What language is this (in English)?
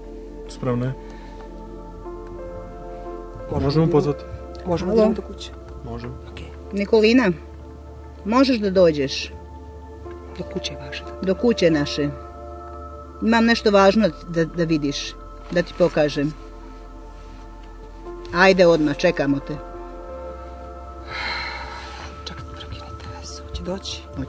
Serbian